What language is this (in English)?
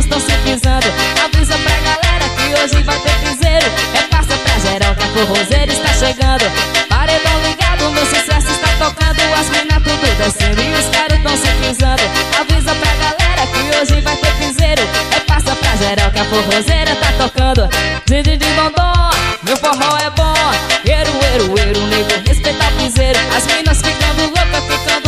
Portuguese